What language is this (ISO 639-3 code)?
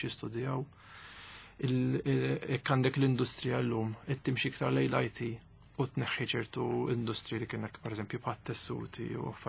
mlt